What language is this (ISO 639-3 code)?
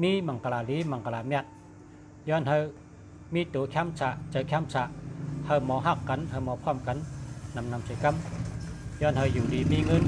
shn